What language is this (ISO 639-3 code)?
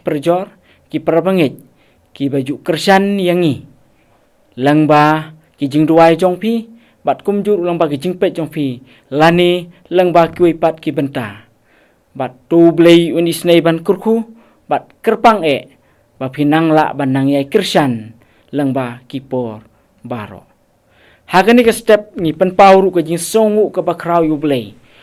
kha